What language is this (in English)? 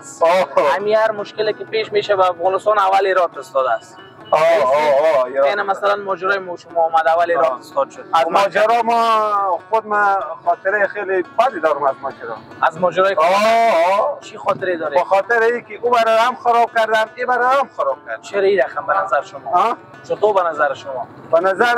Persian